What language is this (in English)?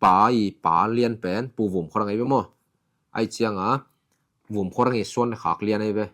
Tedim Chin